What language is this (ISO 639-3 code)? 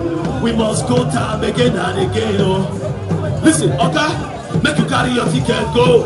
pcm